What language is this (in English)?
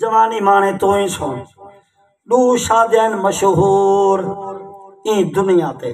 Saraiki